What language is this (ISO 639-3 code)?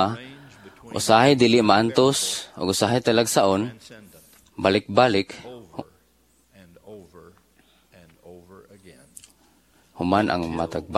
ceb